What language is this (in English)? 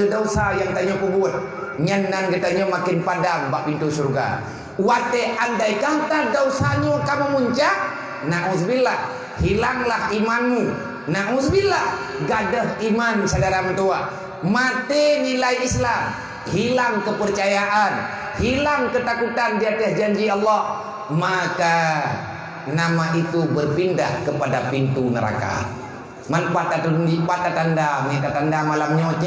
Achinese